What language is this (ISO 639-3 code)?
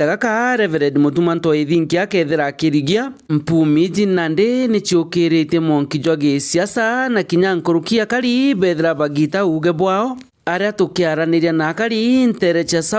mer